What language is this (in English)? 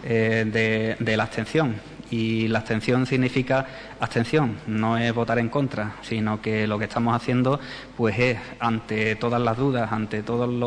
Spanish